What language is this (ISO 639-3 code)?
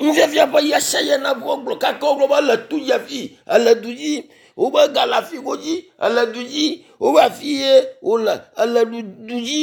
ewe